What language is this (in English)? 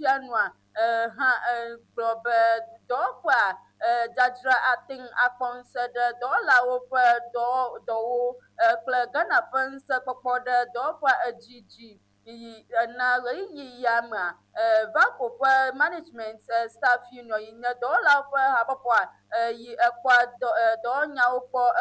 Ewe